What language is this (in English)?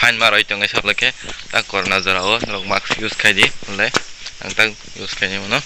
Kok Borok